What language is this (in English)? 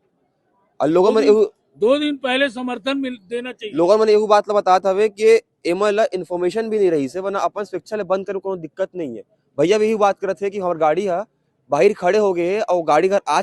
Chhattisgarhi